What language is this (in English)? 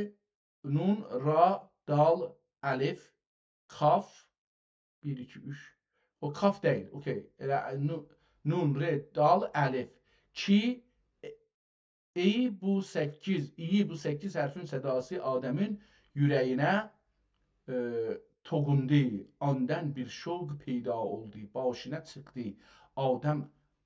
South Azerbaijani